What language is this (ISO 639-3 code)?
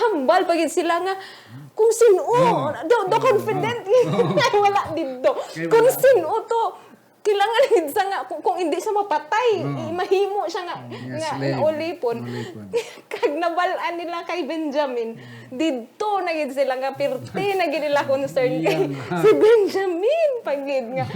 hil